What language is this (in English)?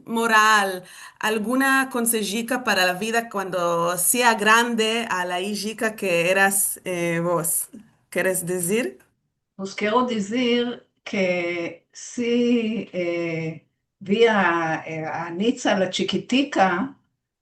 Ladino